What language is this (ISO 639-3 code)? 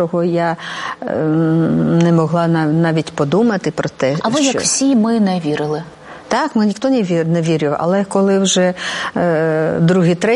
ukr